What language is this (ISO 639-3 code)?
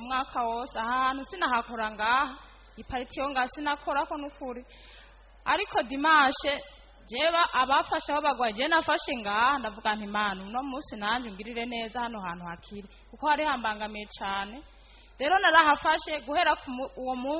run